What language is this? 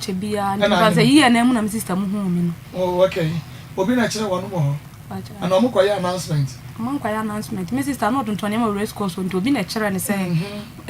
Akan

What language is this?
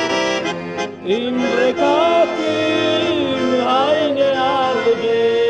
Romanian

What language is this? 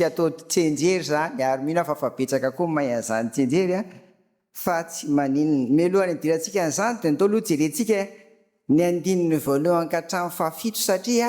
Malagasy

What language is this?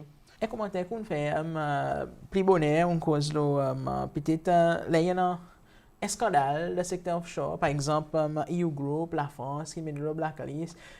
Seselwa Creole French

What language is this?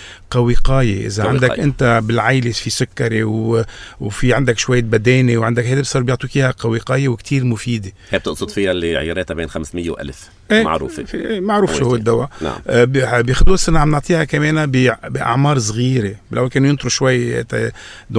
North Levantine Arabic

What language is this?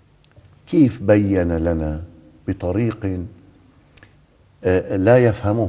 Arabic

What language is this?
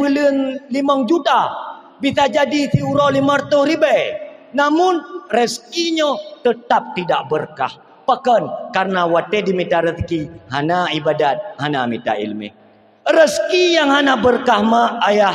Achinese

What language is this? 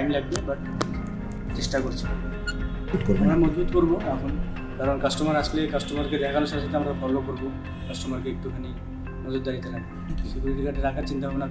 Bangla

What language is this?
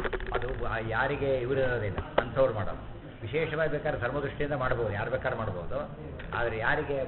Kannada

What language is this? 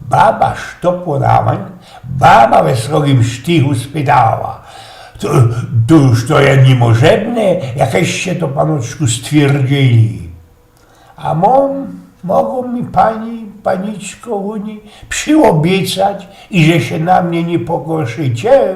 Silesian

